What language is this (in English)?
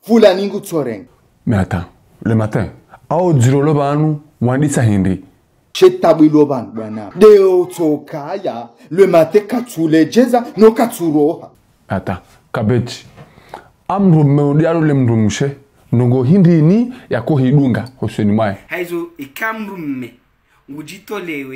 Ngazidja Comorian